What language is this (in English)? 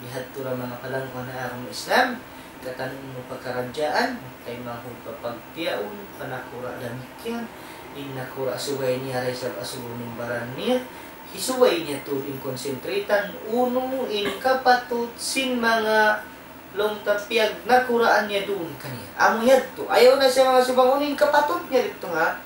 Tausug